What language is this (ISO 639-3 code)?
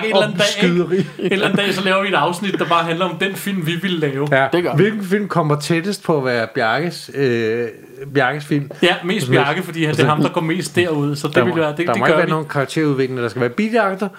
dan